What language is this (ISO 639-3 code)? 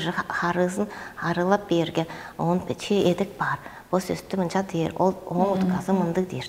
tyv